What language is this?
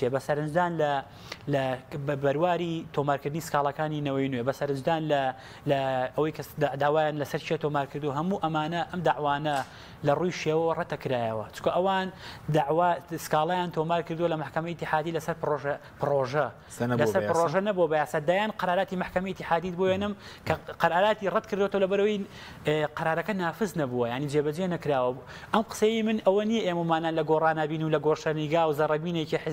Central Kurdish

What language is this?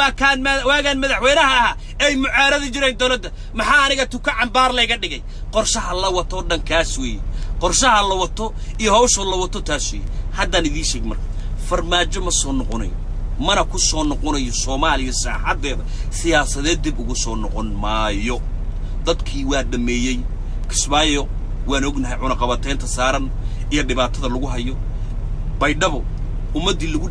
Somali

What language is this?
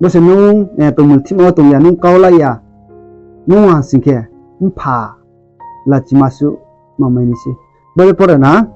Riang (India)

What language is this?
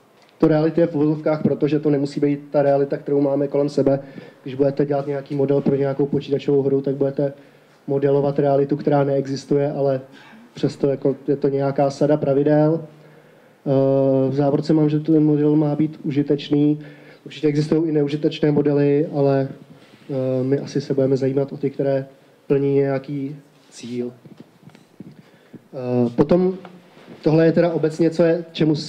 Czech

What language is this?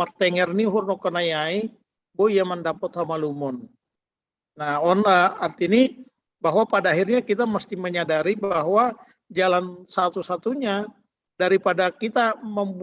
Batak Simalungun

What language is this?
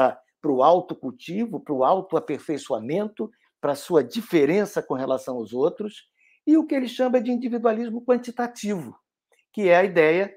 Portuguese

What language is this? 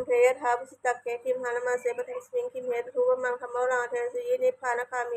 Pali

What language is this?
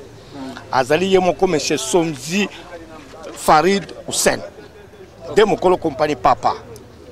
Lingala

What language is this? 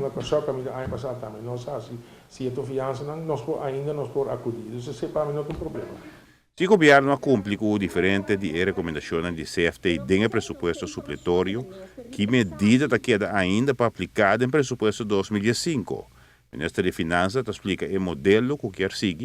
Papiamento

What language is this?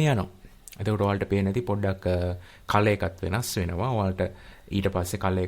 Sinhala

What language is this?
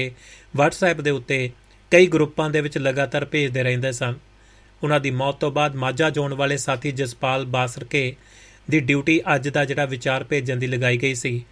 Punjabi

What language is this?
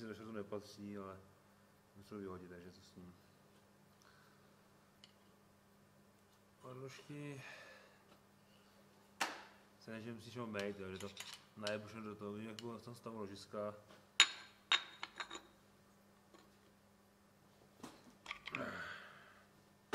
Czech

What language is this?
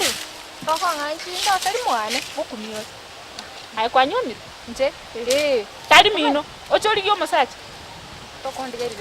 Gusii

